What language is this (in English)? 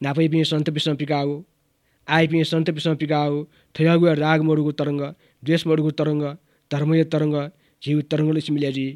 Newari